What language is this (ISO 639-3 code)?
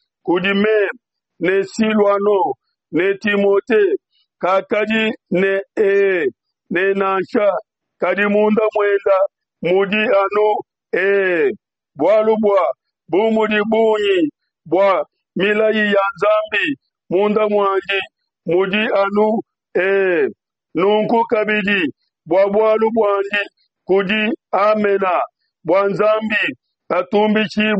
lua